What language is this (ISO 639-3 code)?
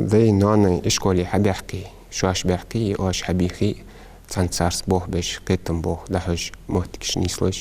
inh